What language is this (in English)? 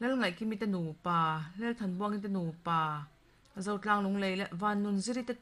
Mizo